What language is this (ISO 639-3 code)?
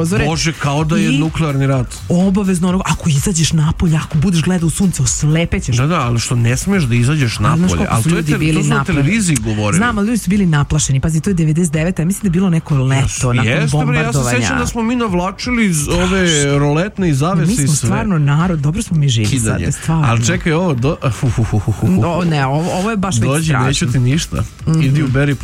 srp